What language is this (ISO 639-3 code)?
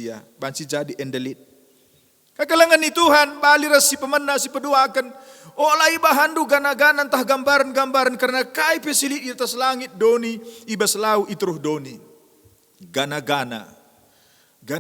btx